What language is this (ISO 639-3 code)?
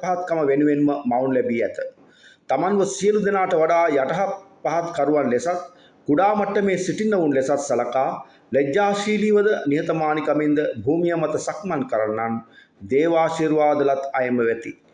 sin